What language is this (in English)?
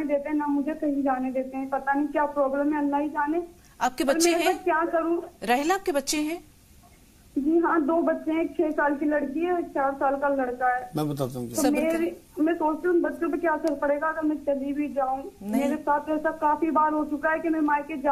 Urdu